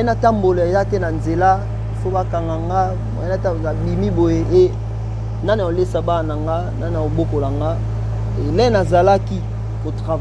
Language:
Lingala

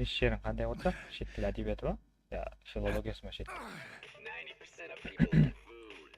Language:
Kara-Kalpak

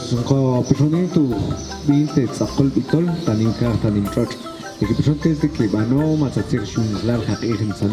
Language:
Tektiteko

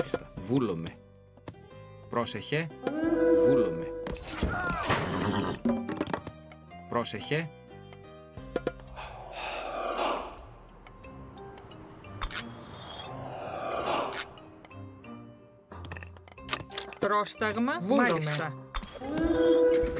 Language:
Greek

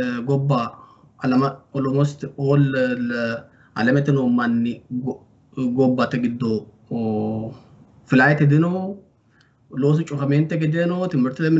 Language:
Sidamo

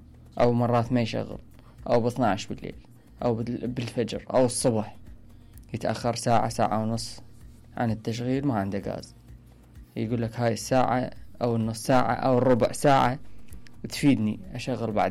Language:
Mesopotamian Arabic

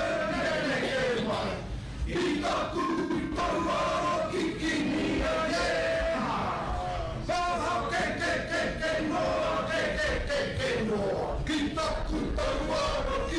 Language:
Māori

